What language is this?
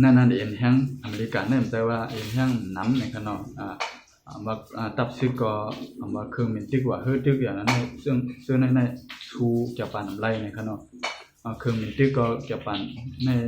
Shan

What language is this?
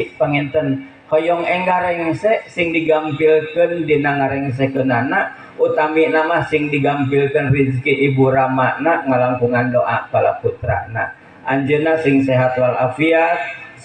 Sundanese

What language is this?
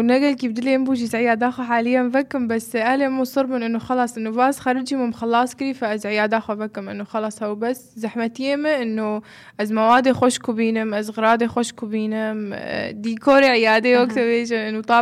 North Levantine Arabic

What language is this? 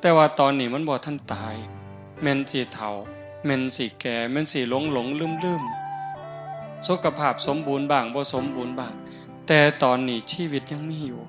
Northeastern Thai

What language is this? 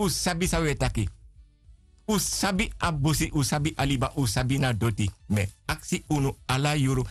Sranan Tongo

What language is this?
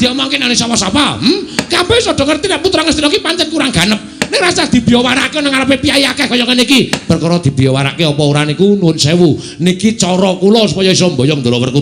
Javanese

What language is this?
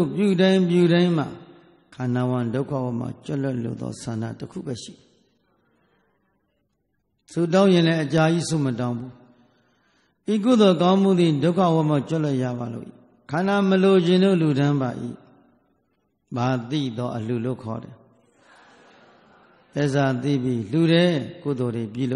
Burmese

